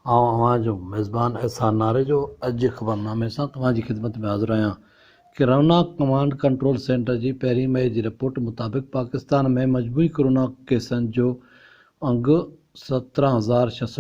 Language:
Sindhi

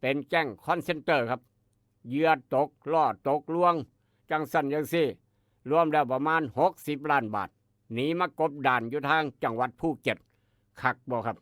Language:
Northeastern Thai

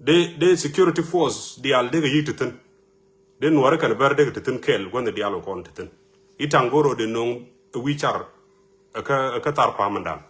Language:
Nuer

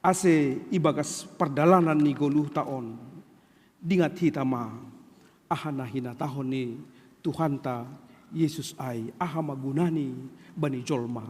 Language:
Batak Simalungun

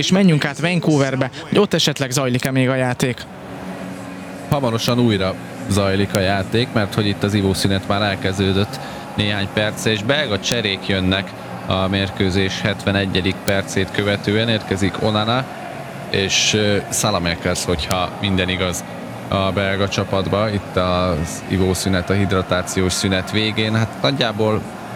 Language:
Hungarian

